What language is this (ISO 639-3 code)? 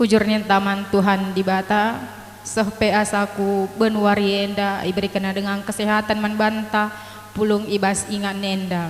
btx